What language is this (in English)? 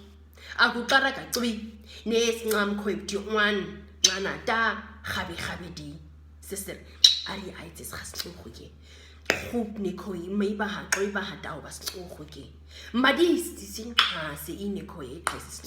Nama